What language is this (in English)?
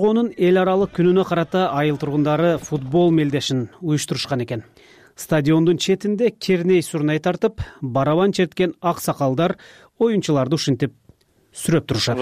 Kyrgyz